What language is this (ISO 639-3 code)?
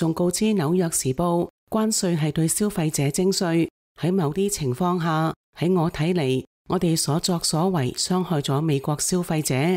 yue